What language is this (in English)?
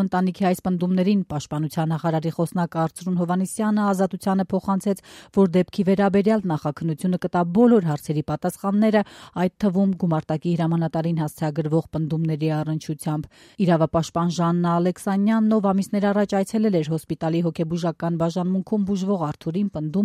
Armenian